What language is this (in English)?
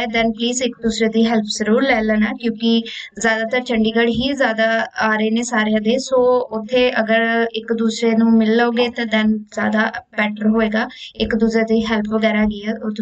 Punjabi